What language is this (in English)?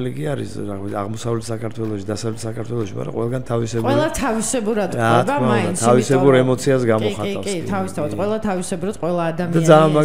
Georgian